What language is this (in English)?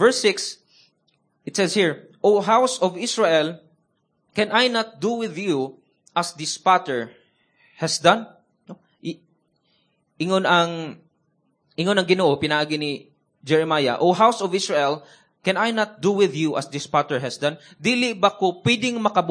Cebuano